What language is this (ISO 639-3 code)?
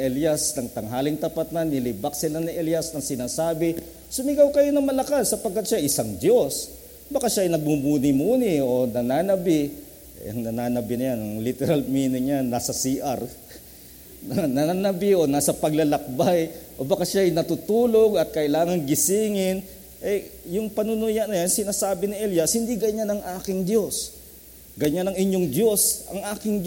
fil